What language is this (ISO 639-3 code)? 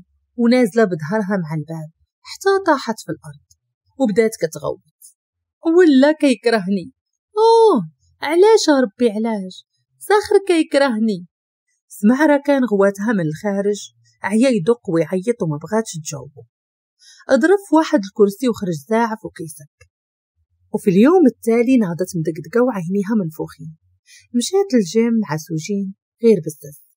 ary